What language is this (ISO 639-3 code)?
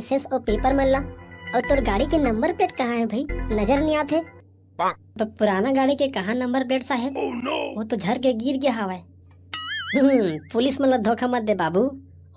hne